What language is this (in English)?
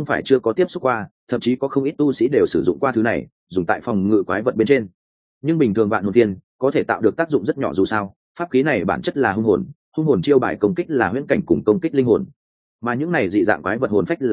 Vietnamese